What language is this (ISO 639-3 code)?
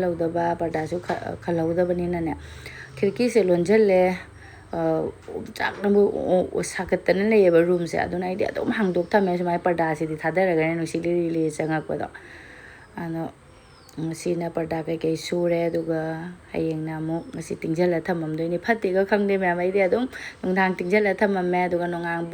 mni